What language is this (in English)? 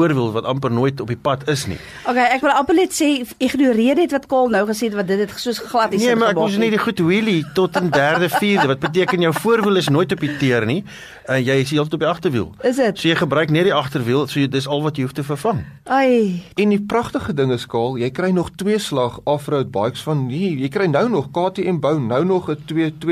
Afrikaans